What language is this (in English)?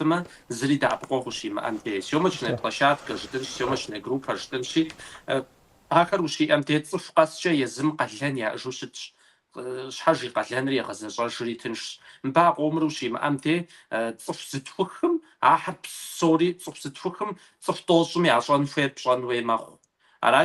Kabardian